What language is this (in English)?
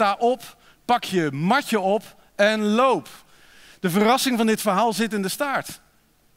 Dutch